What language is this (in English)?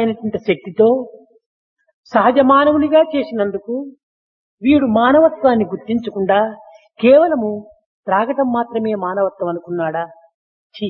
Telugu